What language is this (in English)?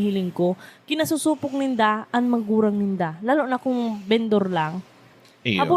Bikol